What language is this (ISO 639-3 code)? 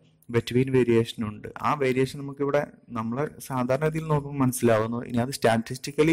mal